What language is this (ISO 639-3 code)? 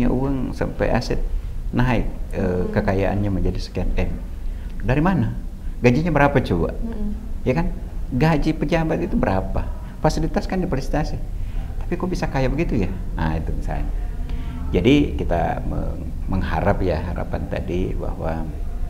ind